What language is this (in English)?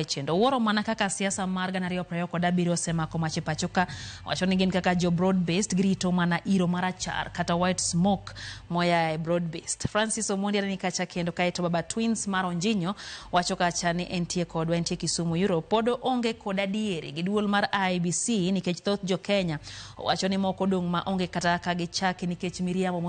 Luo (Kenya and Tanzania)